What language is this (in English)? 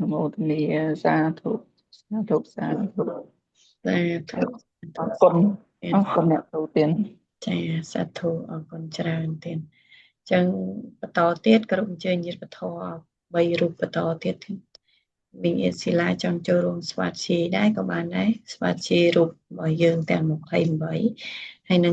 Khmer